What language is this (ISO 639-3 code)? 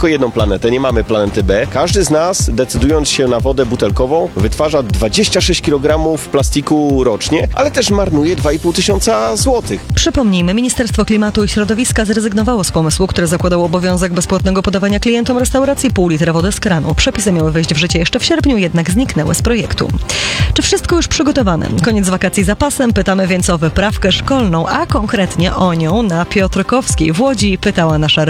pol